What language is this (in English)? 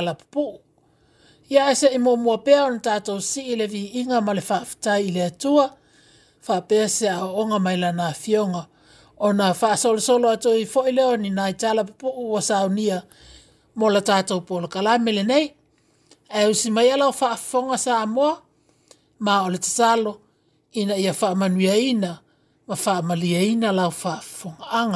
Samoan